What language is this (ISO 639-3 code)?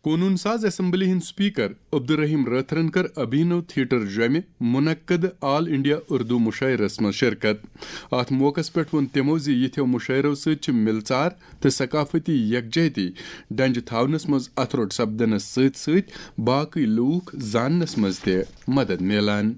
kas